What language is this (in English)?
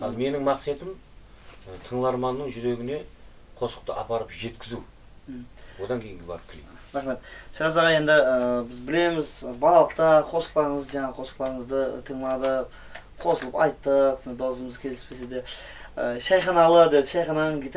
Kara-Kalpak